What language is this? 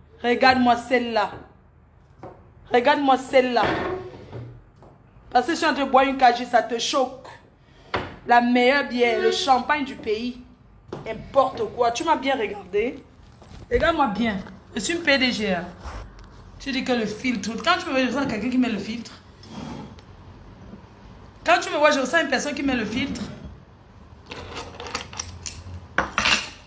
French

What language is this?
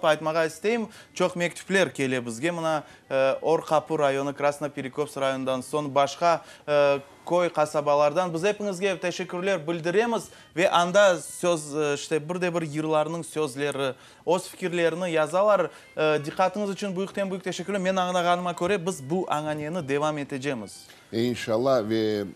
Crimean Tatar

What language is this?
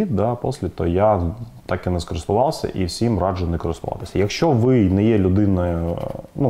Ukrainian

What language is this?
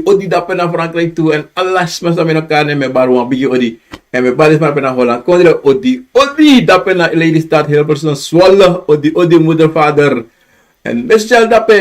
Sranan Tongo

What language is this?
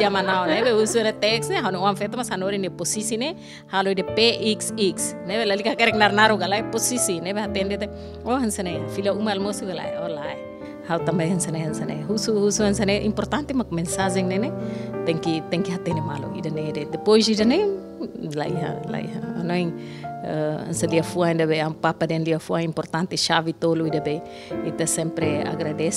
Tetum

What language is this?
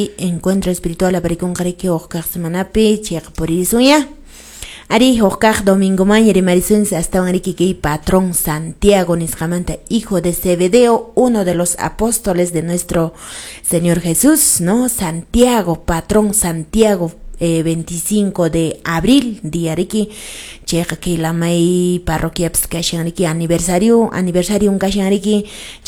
Quechua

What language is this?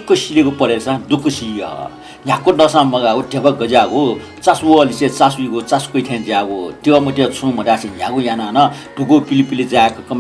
Newari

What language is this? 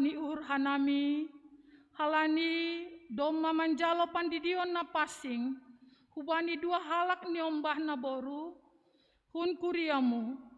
Batak Simalungun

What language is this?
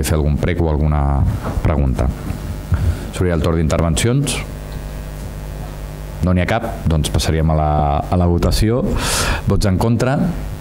Catalan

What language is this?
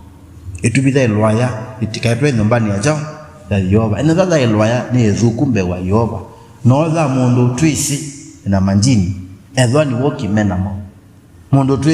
Kamba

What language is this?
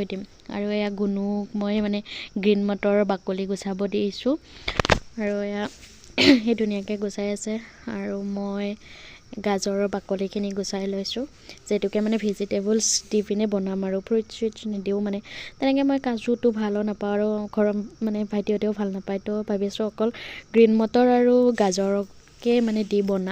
Assamese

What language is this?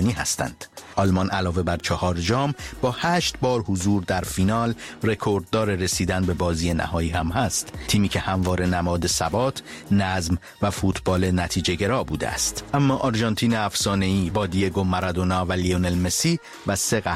Persian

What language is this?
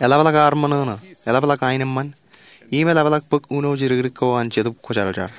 Marshallese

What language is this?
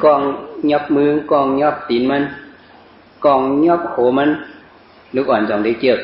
Shan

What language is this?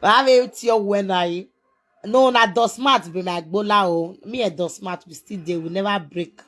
Nigerian Pidgin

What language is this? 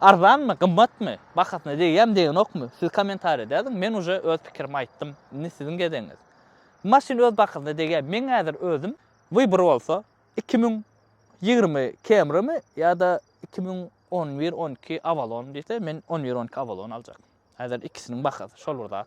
Turkmen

